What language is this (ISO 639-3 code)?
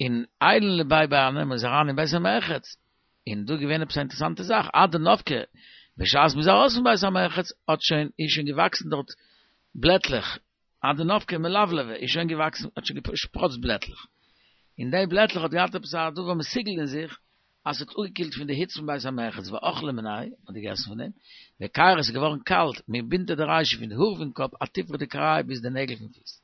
yid